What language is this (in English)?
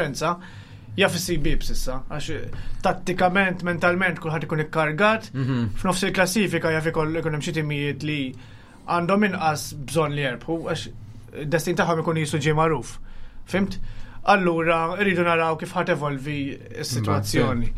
Maltese